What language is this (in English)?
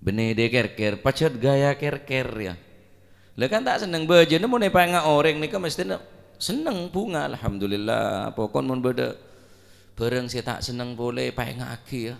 Madurese